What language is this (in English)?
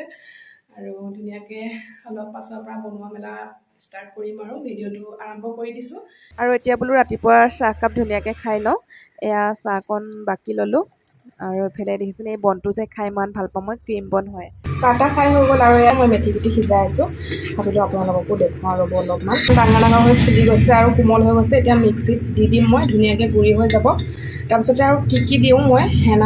Assamese